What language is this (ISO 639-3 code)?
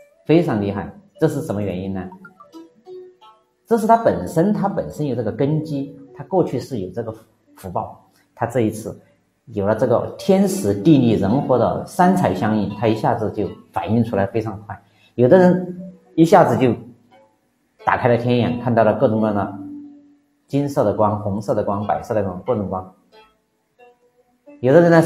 zho